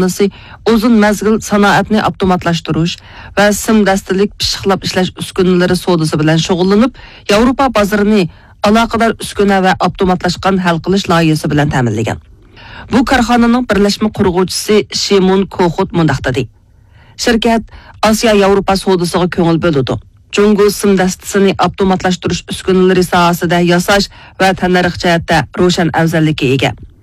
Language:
Uyghur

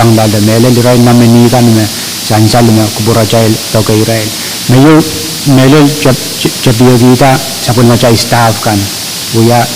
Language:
Pohnpeian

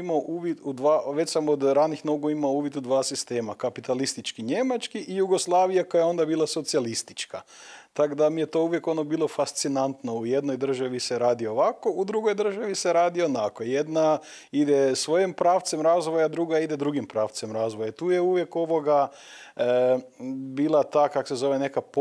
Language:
Croatian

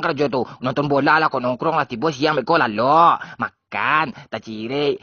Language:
Minangkabau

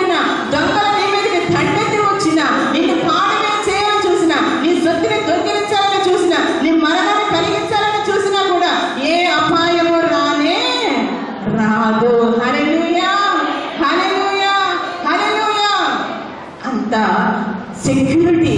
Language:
Telugu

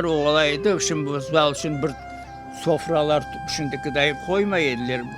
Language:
Crimean Tatar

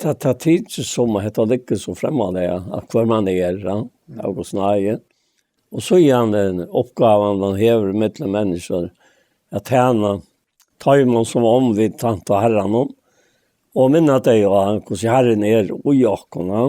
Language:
Faroese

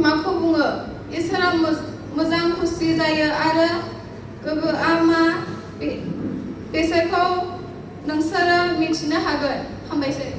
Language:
Bodo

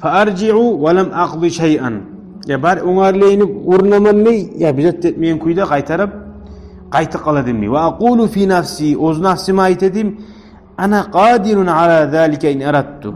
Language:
Kumyk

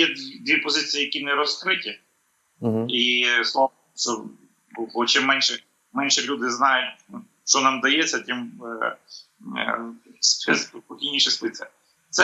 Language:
Ukrainian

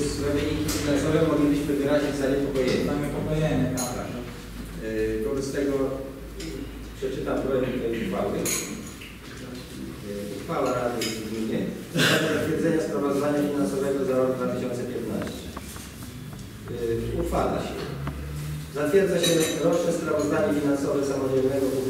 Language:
Polish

